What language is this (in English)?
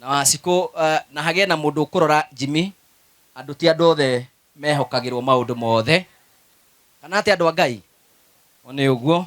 Kikuyu